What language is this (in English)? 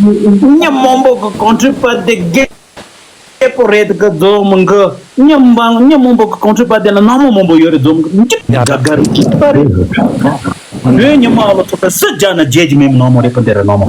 Tibetan